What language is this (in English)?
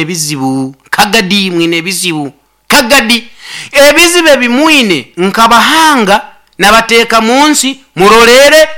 Nyoro